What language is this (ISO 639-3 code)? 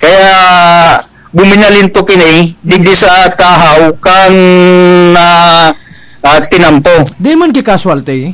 bik